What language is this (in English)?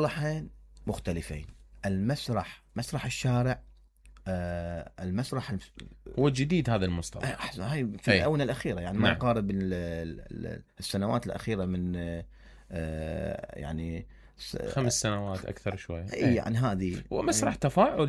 Mesopotamian Arabic